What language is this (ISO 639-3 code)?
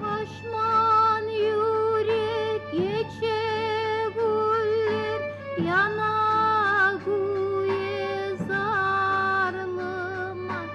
kum